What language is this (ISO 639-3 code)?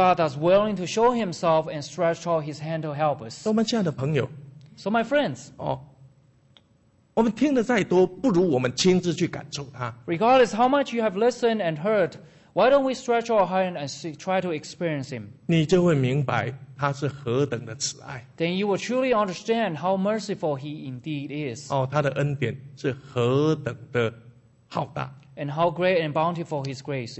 zho